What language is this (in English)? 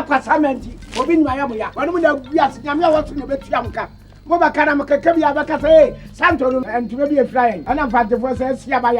Akan